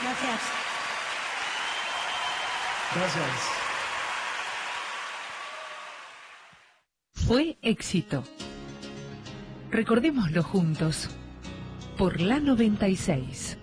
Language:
Spanish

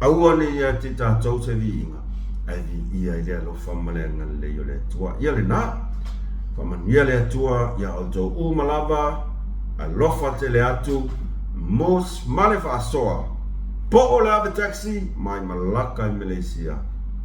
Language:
Samoan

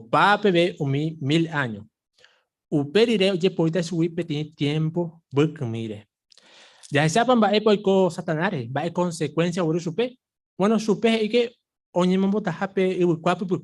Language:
Guarani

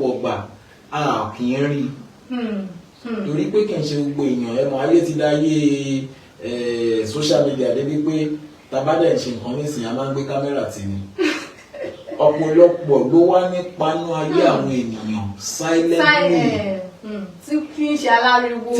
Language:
Yoruba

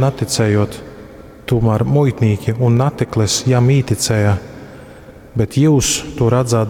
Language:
Latgalian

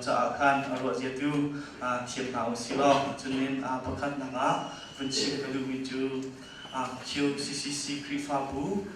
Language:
Hakha Chin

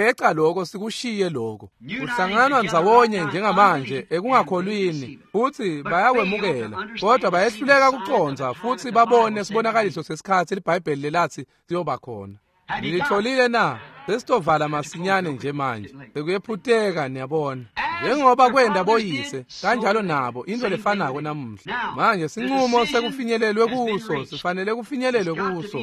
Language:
Swati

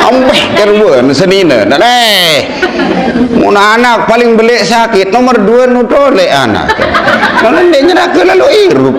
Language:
Sasak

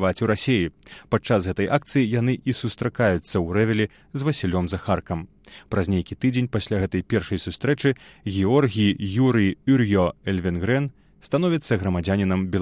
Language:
Belarusian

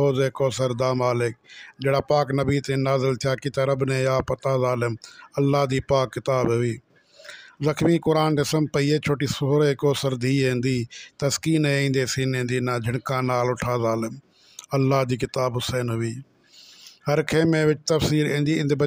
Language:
Saraiki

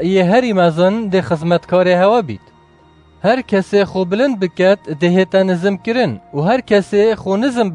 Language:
Kurdish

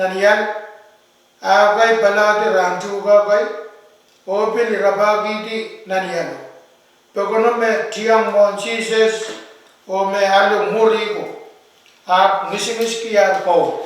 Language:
Pohnpeian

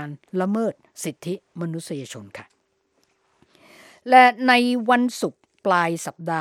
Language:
Thai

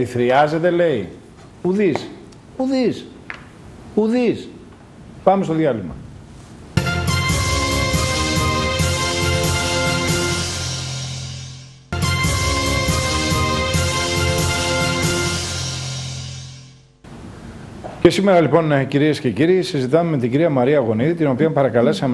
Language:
Greek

